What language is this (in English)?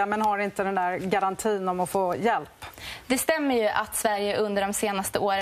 Swedish